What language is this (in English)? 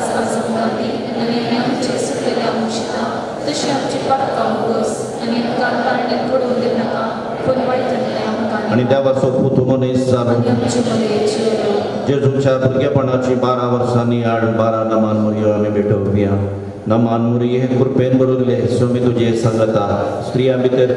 Konkani